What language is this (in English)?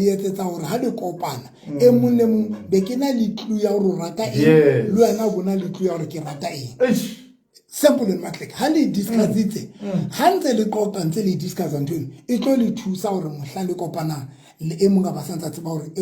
Southern Sotho